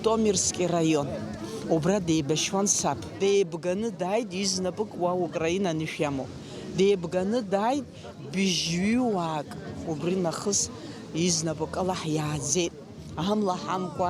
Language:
Abkhazian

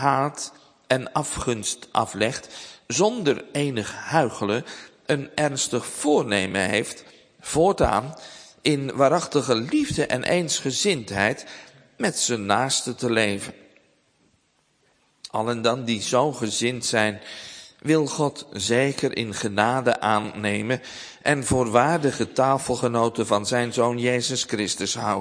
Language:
Dutch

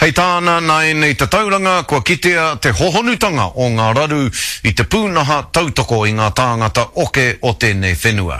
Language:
Māori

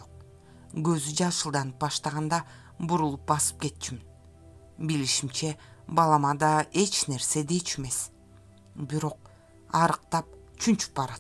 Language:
Kyrgyz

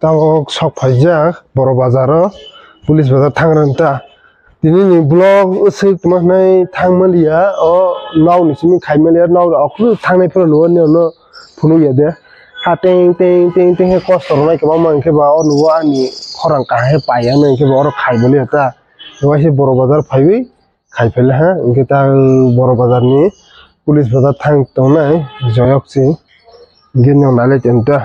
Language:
Kok Borok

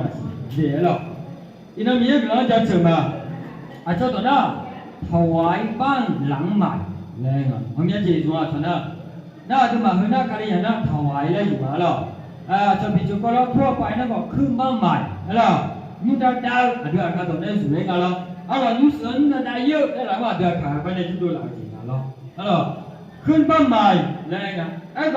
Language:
Akha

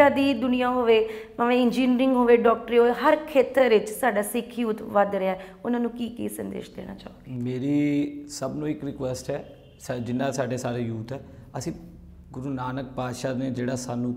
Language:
Punjabi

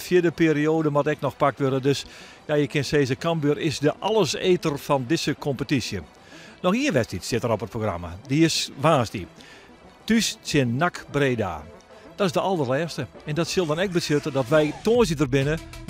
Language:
Western Frisian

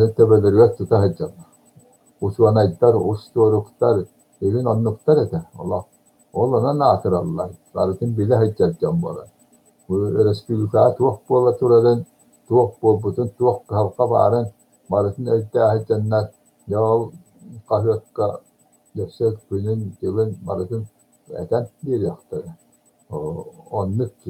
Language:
Yakut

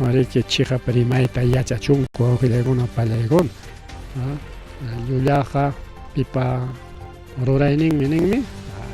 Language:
Ayacucho Quechua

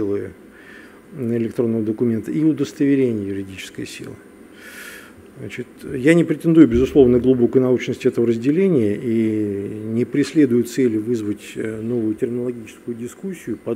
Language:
Russian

